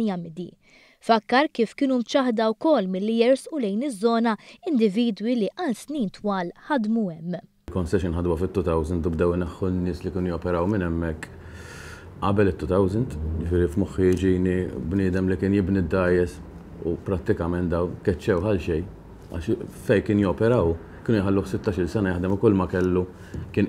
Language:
Maltese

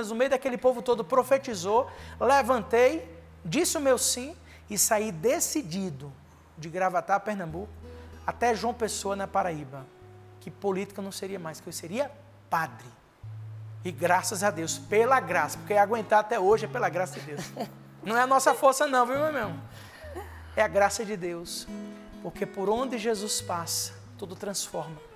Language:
Portuguese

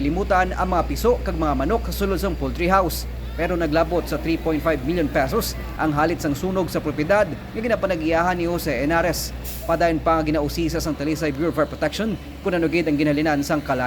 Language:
Hiligaynon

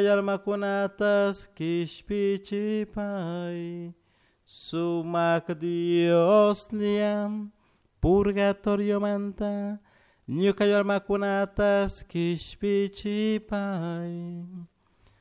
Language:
Chimborazo Highland Quichua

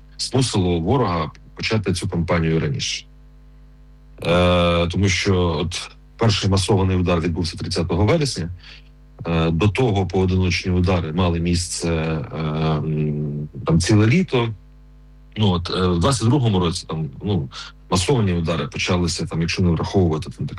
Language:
Ukrainian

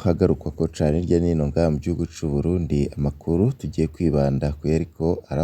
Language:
Rundi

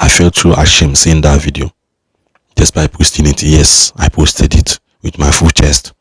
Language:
Igbo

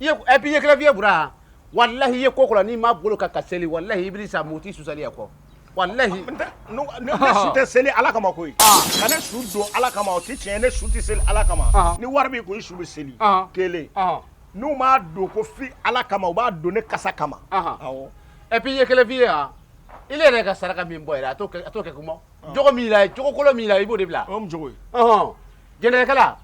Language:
Bambara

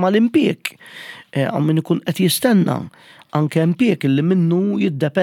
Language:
Maltese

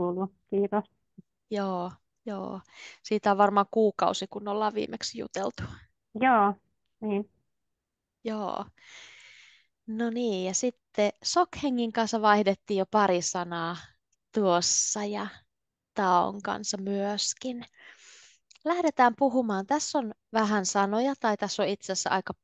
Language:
Finnish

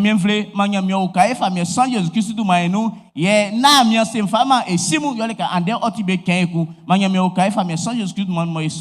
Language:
Baoulé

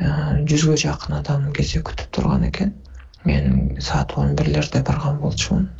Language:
Kyrgyz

